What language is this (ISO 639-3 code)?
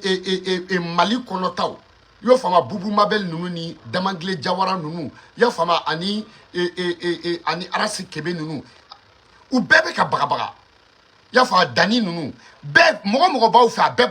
bam